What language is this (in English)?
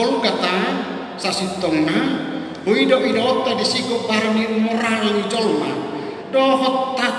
Batak Toba